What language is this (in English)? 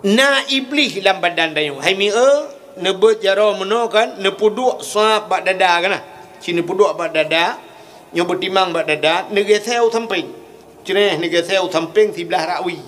Achinese